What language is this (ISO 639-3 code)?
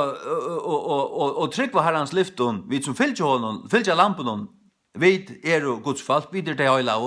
fao